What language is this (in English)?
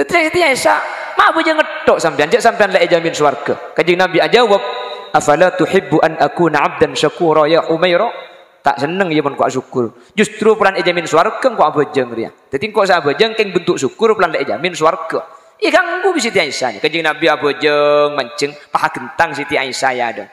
Madurese